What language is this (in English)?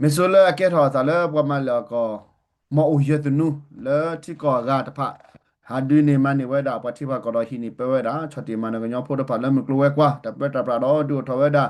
S'gaw Karen